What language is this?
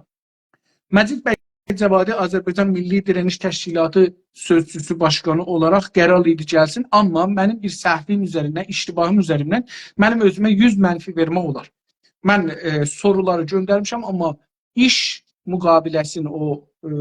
South Azerbaijani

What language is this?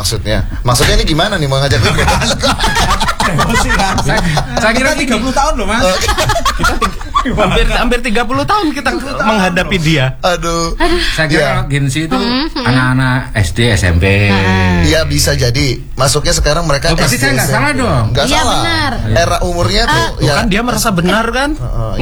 Indonesian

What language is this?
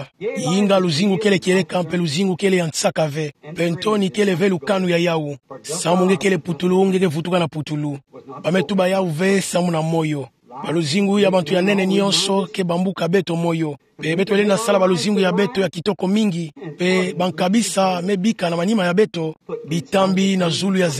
Kituba (Democratic Republic of Congo)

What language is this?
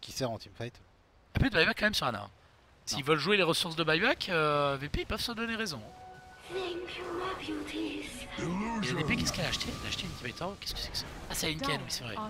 French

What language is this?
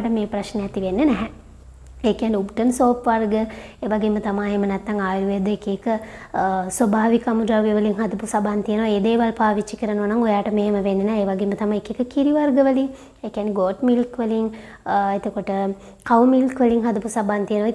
Sinhala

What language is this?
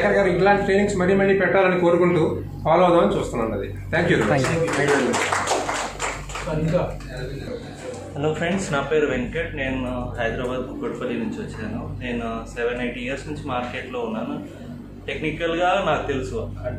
Telugu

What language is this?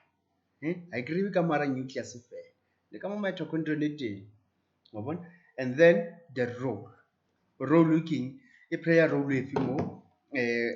Tswana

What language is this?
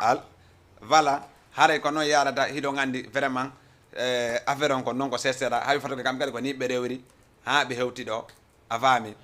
Fula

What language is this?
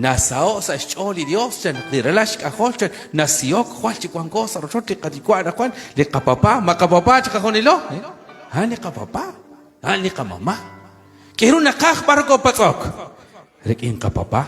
Kekchí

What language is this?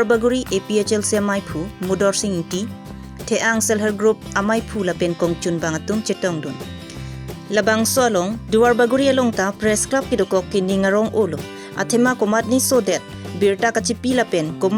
Karbi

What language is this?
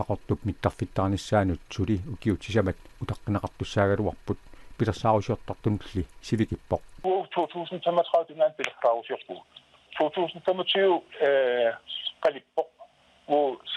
Kalaallisut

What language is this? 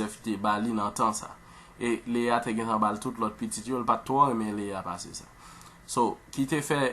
Haitian Creole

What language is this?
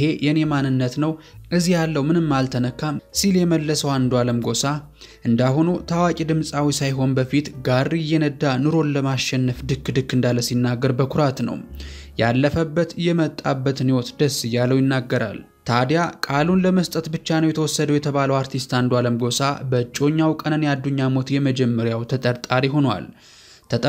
Amharic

